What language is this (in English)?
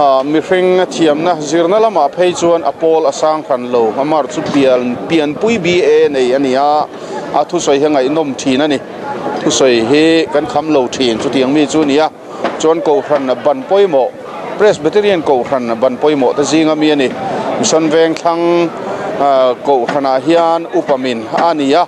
Mizo